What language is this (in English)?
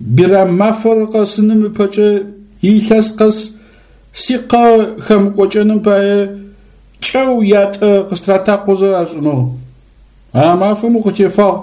Adyghe